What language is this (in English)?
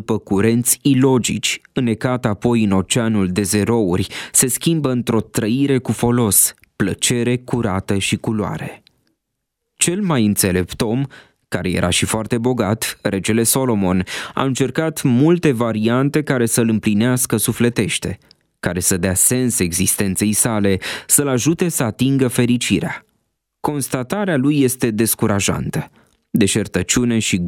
Romanian